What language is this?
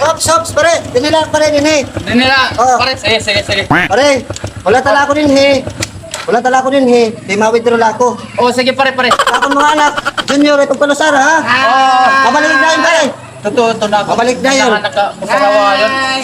Waray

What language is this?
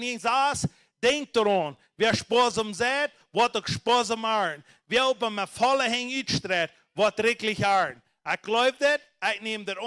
Plautdietsch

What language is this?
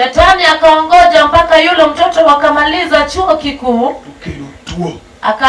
Luo (Kenya and Tanzania)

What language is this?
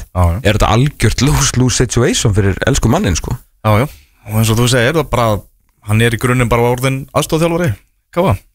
Icelandic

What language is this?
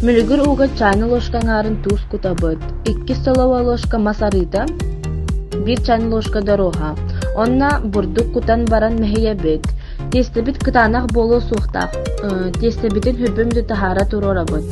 Yakut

